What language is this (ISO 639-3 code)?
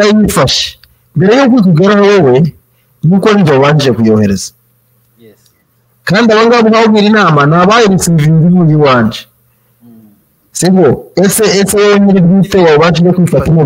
kin